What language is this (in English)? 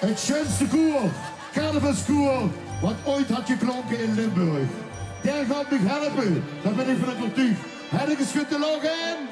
Limburgish